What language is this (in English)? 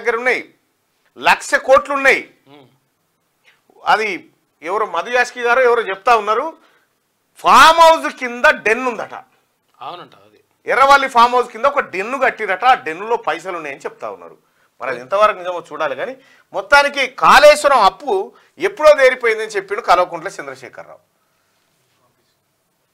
Telugu